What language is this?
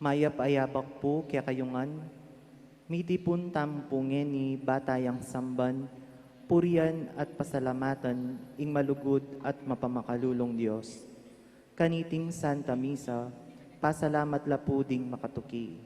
Pampanga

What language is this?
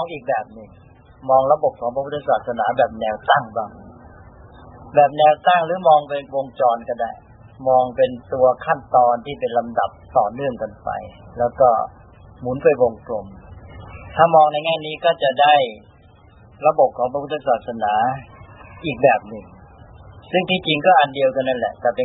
Thai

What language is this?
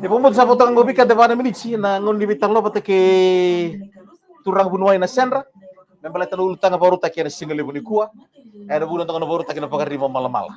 Fijian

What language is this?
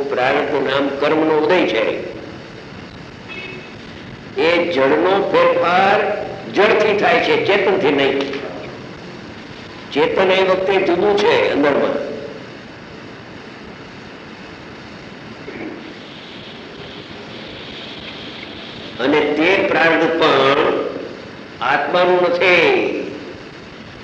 Gujarati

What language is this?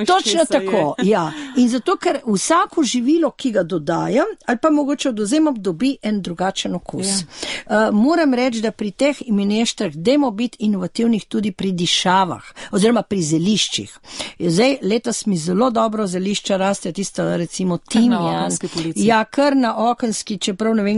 Slovenian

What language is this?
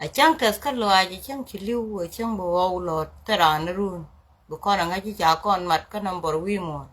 Nuer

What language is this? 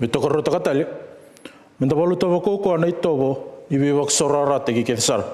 Fijian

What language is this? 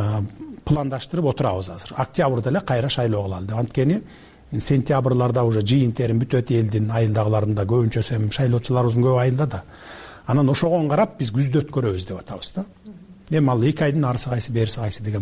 Kyrgyz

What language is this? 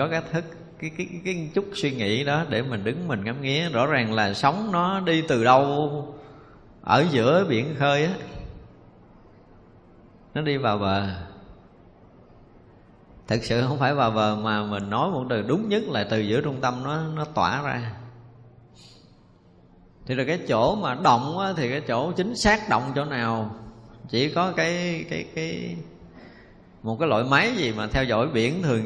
Vietnamese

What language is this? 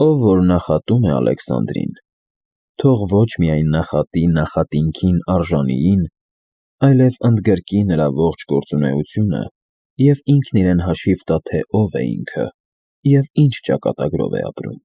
Armenian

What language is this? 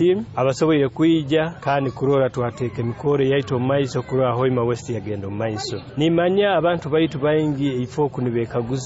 Nyoro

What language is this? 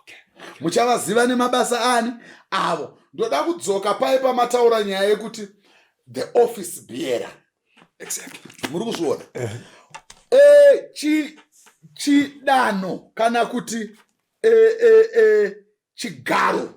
Shona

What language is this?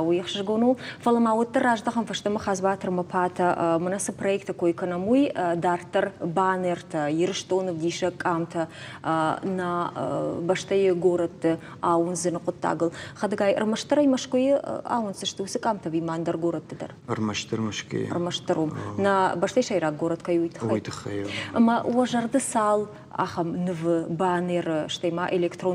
Ossetic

